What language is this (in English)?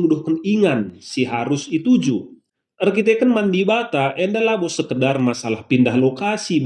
Batak Karo